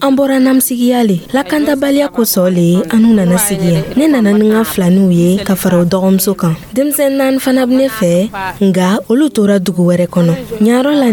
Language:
Dyula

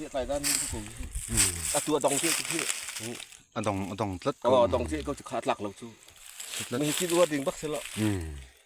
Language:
Falam Chin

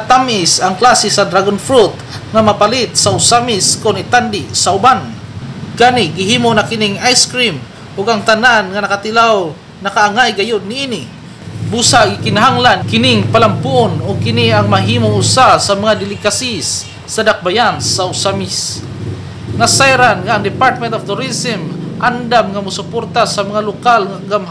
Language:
Cebuano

